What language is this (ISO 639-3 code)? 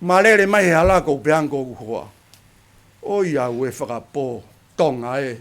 ton